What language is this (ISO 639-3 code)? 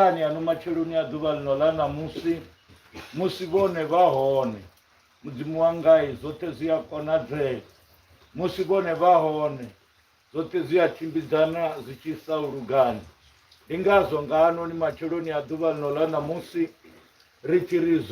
ven